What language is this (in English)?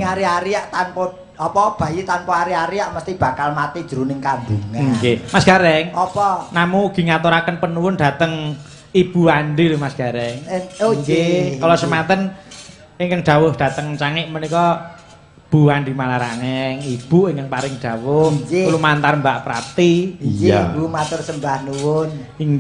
Javanese